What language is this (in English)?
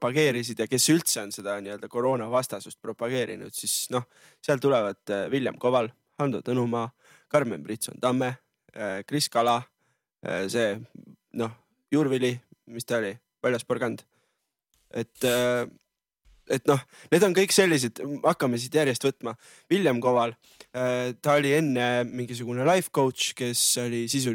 Estonian